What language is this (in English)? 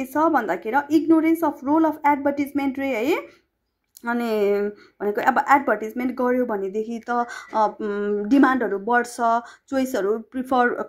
Nepali